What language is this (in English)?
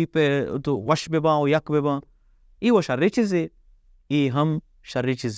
Baluchi